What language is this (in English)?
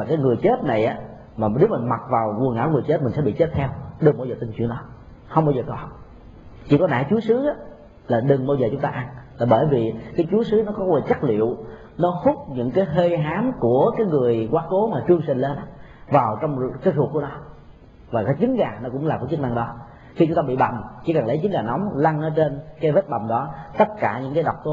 Vietnamese